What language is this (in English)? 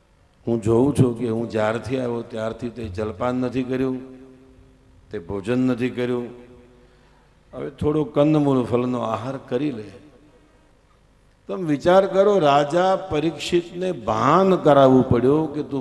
Gujarati